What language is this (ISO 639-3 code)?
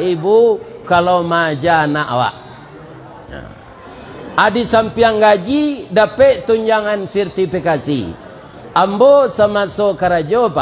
min